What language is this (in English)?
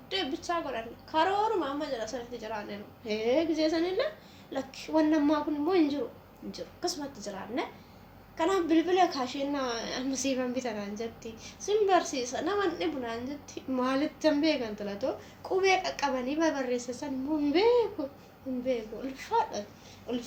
Oromo